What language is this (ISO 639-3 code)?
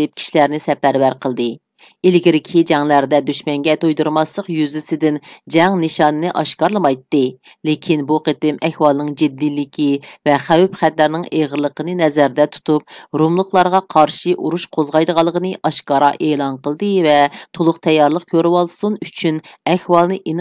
uig